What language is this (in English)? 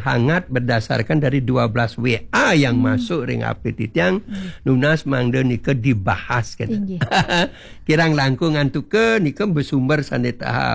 Balinese